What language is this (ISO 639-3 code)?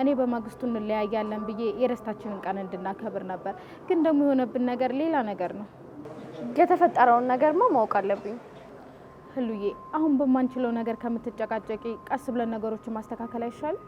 amh